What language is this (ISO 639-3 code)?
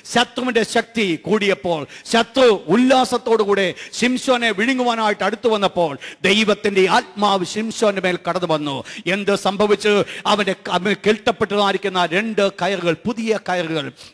mal